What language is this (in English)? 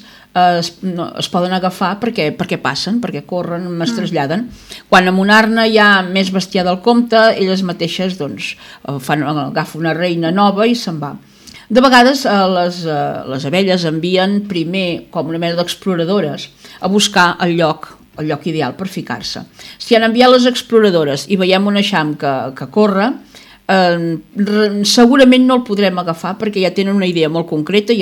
Catalan